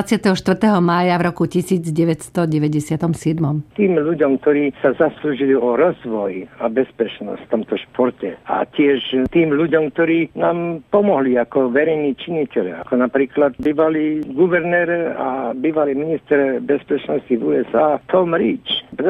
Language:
Slovak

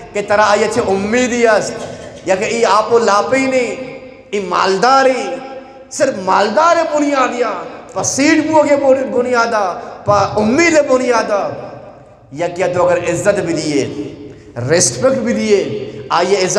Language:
Eastern Balochi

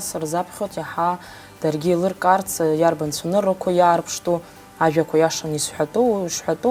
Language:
Abkhazian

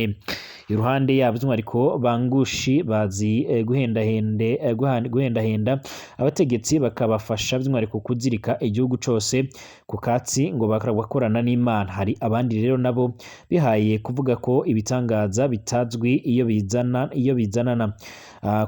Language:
Rundi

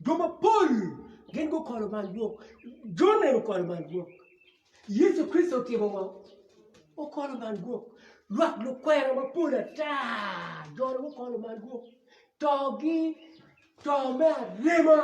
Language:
Acoli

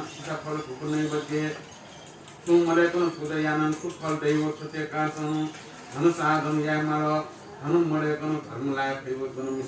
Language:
Newari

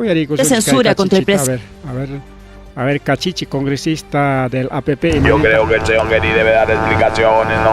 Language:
Ayacucho Quechua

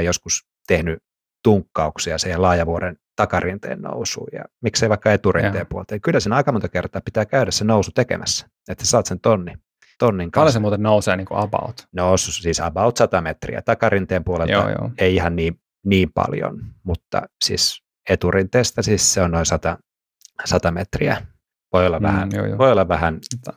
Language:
Finnish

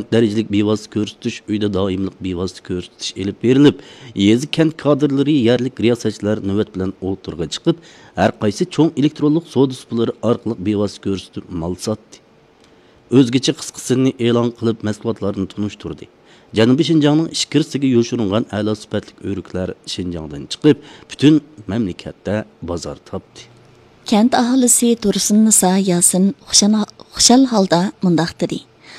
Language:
Uyghur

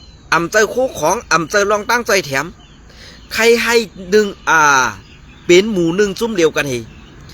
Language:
Shan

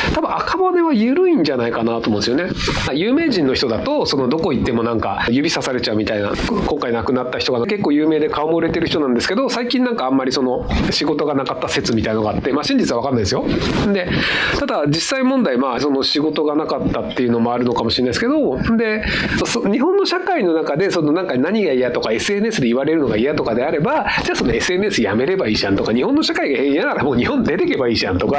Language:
Japanese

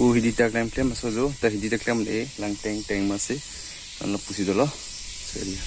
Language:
Karbi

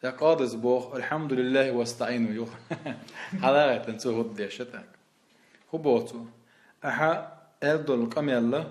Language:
Chechen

